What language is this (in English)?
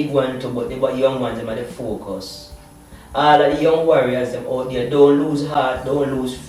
Jamaican Creole English